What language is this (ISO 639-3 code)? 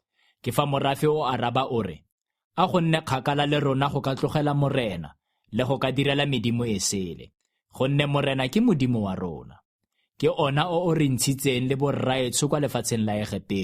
tsn